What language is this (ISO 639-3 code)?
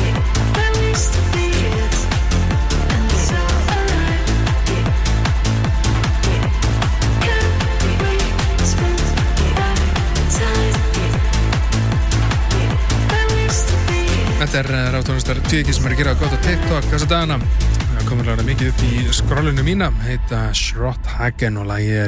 isl